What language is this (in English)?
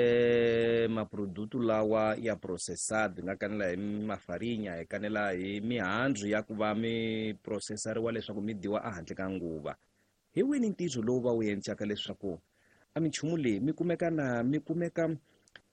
Tsonga